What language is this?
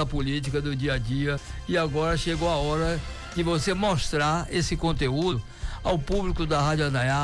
Portuguese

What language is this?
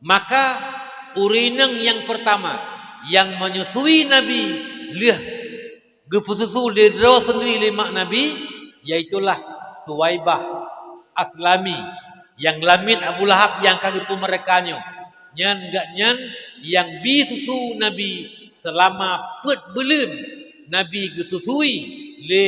Achinese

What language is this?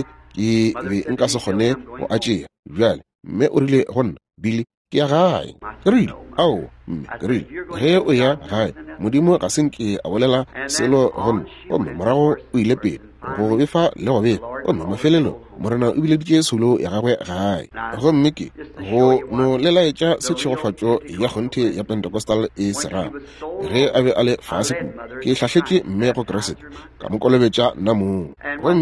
Northern Sotho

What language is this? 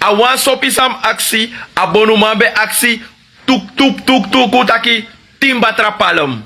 Sranan Tongo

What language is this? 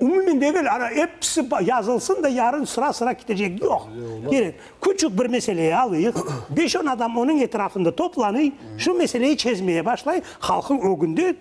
Crimean Tatar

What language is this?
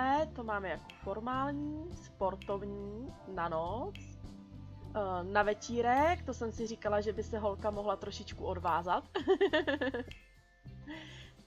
Czech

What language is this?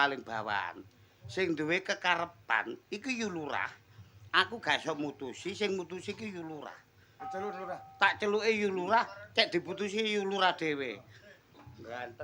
Javanese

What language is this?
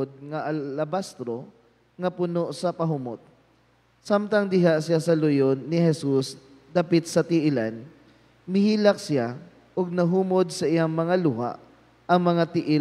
Cebuano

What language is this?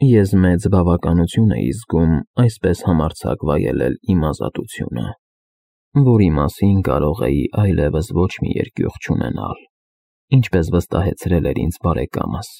Armenian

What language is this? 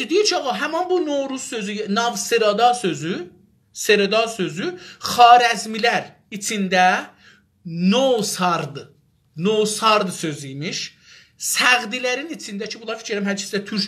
South Azerbaijani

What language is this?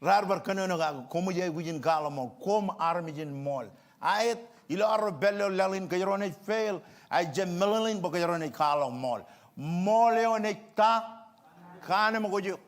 Marshallese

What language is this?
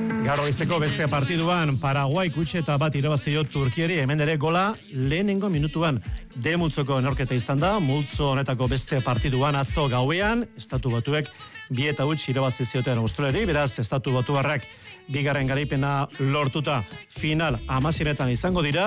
Basque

